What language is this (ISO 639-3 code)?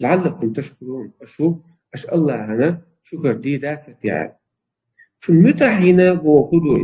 che